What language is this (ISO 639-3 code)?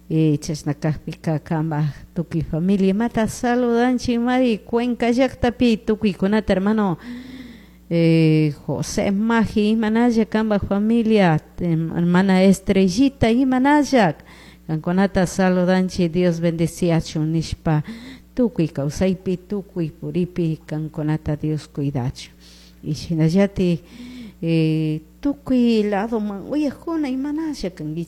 qug